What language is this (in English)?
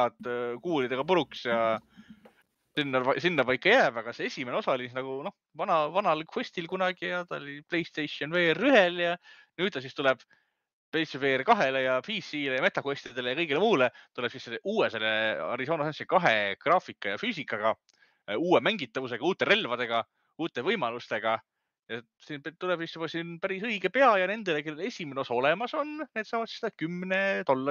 Estonian